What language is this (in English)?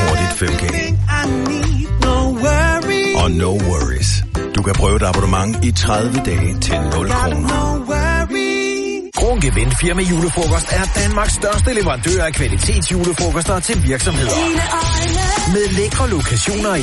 Danish